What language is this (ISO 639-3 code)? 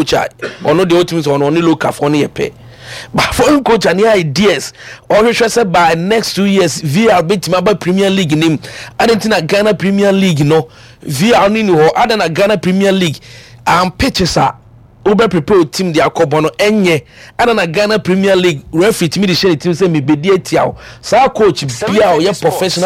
aka